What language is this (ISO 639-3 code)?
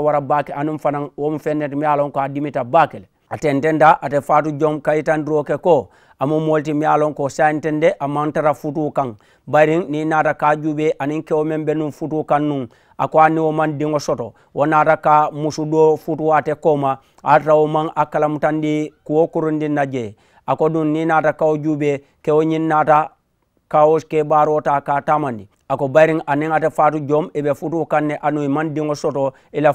man